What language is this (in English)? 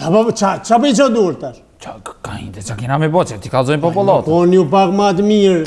Albanian